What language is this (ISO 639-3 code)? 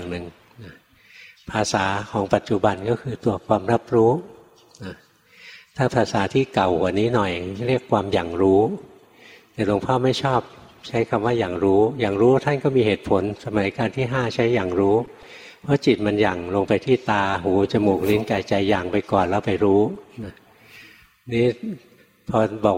tha